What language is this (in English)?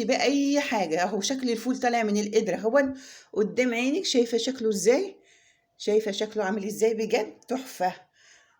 Egyptian Arabic